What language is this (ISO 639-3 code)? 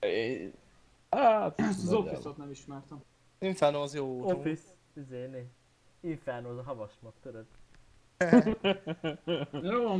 hun